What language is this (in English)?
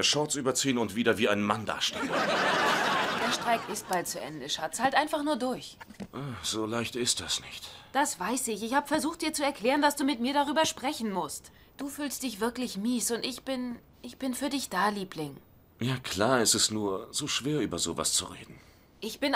German